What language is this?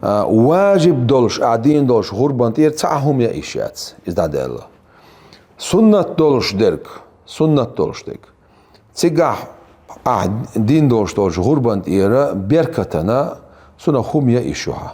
Chechen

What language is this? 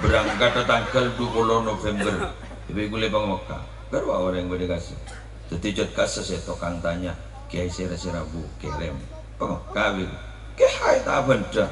Madurese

